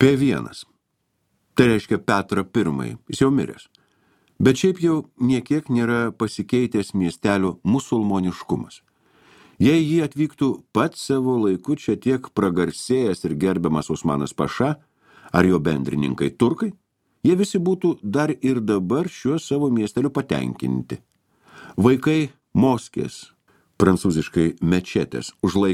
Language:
Lithuanian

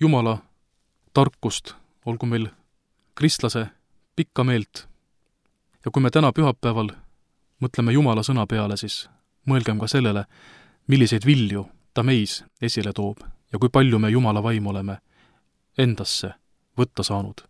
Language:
Estonian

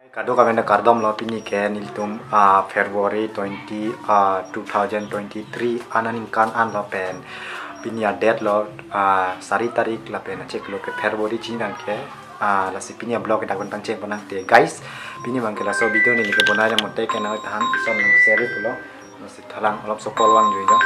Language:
Karbi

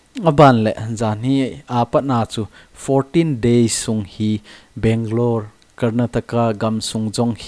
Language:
Thado Chin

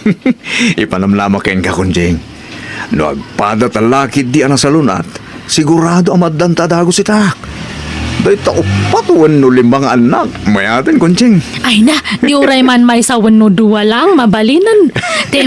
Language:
Iloko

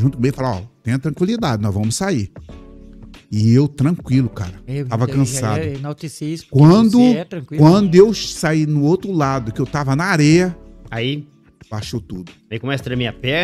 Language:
Portuguese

